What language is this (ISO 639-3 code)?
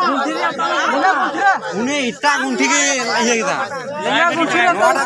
sat